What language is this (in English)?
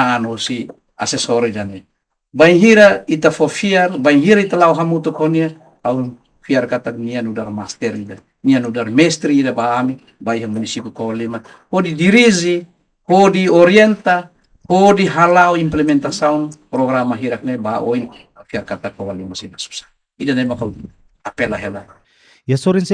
Tetum